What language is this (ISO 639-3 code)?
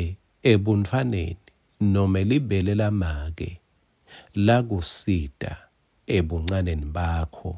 ssw